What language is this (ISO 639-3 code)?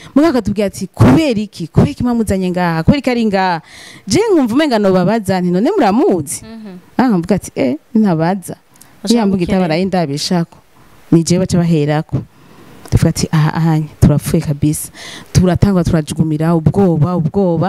run